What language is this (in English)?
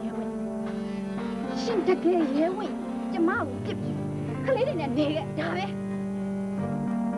Burmese